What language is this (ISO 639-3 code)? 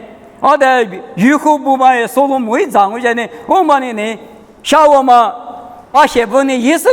lis